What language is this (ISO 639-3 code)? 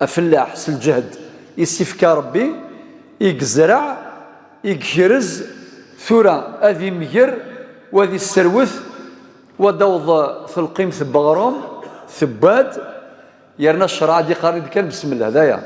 kab